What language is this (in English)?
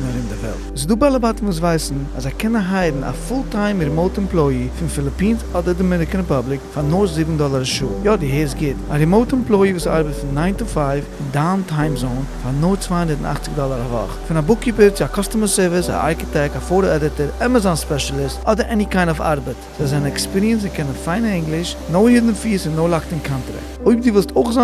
Yiddish